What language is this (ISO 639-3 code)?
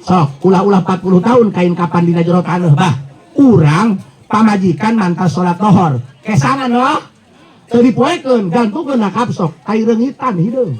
sun